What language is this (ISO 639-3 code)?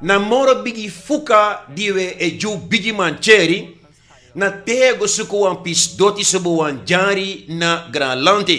srn